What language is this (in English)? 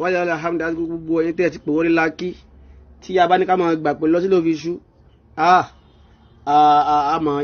Yoruba